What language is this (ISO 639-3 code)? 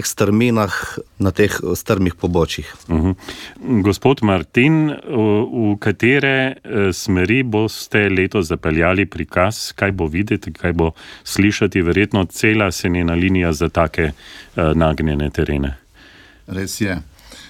slv